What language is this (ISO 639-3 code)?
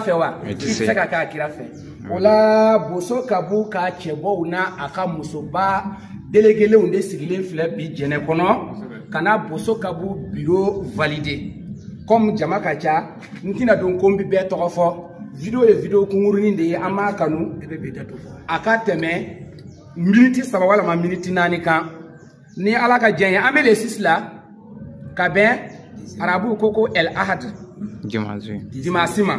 bam